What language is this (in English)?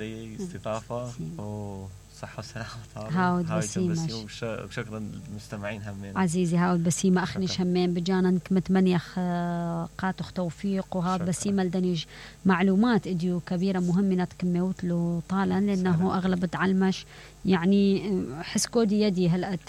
Mesopotamian Arabic